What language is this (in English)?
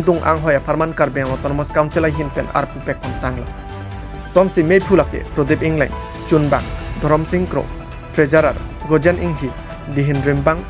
Karbi